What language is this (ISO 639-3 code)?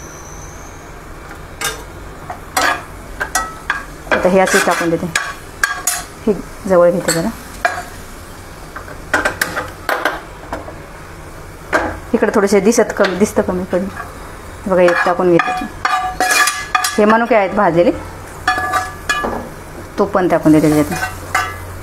mar